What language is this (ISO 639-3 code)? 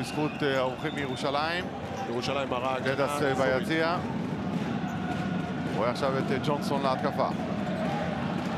heb